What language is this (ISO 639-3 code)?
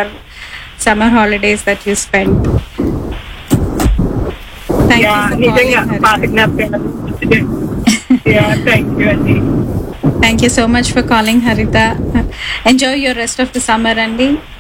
tel